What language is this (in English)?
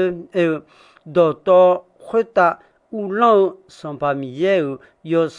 Akha